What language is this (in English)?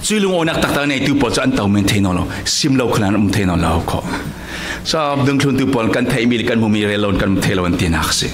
Falam Chin